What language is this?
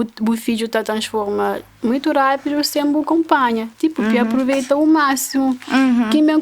Kabuverdianu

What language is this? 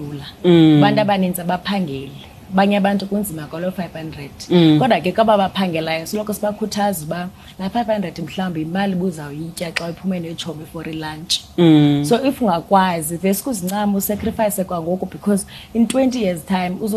Xhosa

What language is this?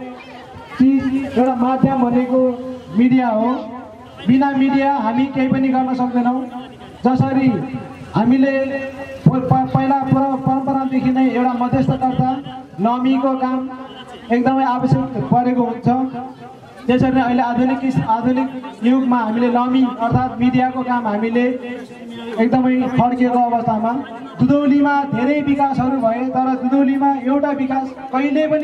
Nepali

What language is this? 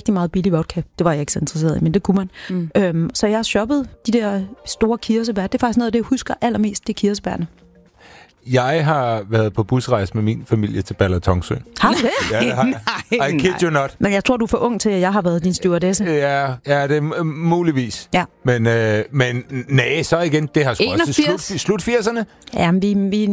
Danish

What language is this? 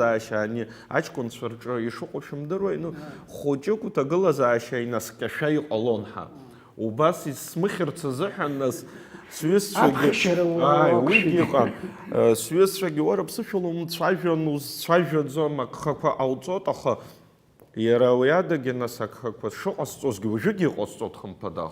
Abkhazian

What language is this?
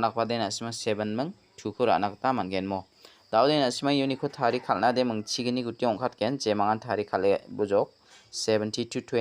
Garo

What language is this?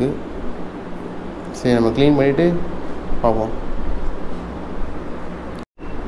Tamil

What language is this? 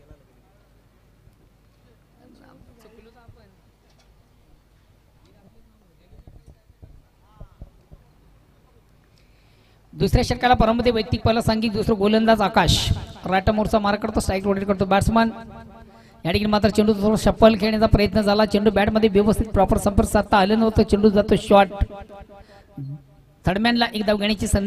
Marathi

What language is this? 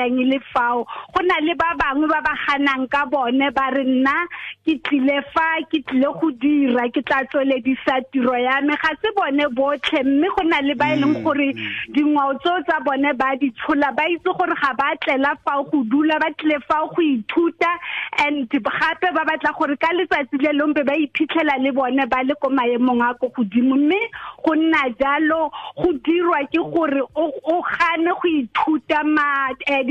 Tswana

